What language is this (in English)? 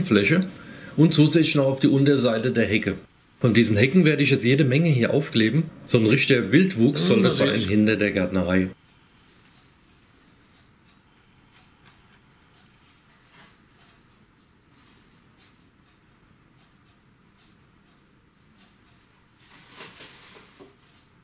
German